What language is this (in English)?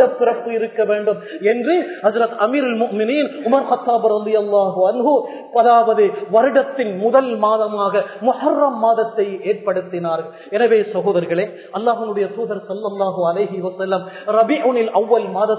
Tamil